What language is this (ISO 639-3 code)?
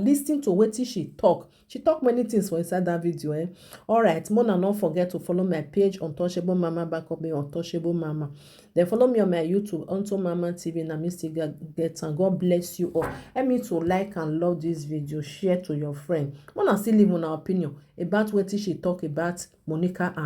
pcm